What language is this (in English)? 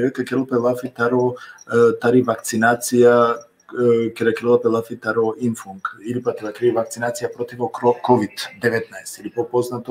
Balkan Romani